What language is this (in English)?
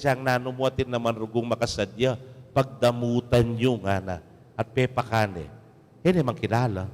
Pampanga